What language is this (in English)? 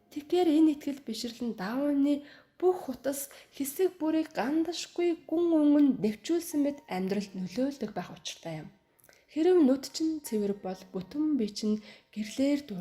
Mongolian